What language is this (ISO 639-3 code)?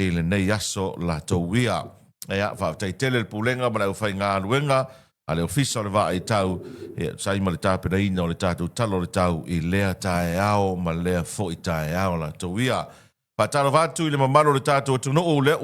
smo